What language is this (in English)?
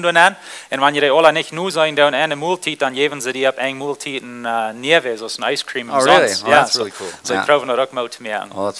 Plautdietsch